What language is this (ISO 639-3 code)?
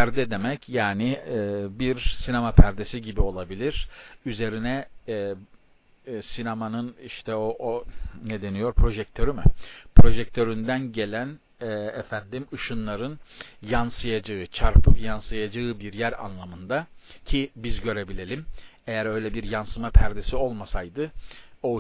tur